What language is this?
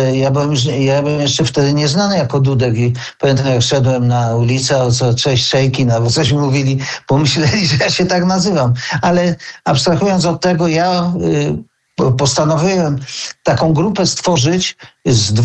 Polish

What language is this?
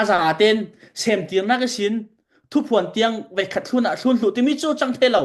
Falam Chin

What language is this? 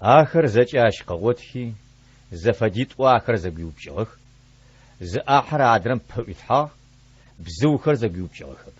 Adyghe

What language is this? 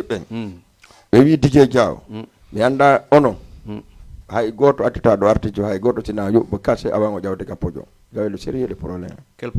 Fula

